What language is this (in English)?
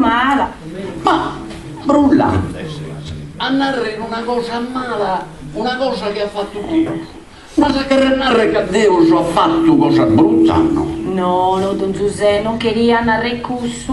Sardinian